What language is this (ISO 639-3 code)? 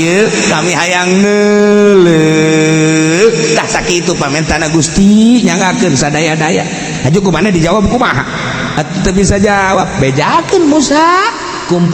sun